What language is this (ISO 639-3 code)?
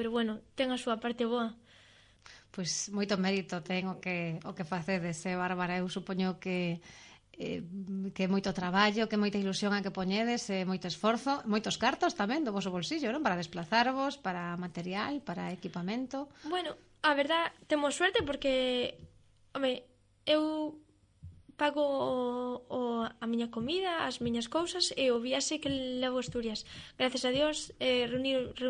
glg